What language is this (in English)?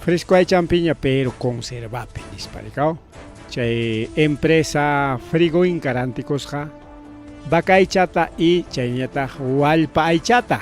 Ayacucho Quechua